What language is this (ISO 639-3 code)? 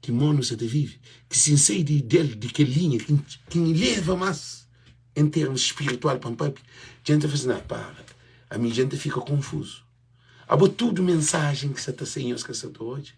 kea